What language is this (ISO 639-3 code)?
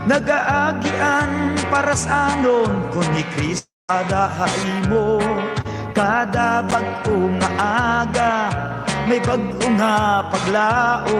war